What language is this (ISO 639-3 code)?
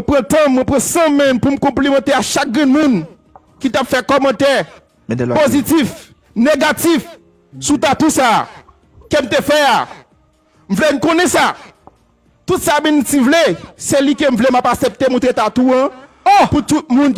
hat